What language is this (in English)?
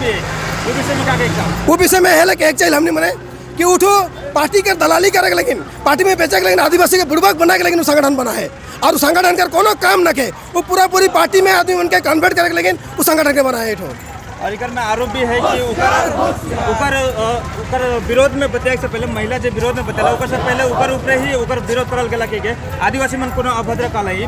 Sadri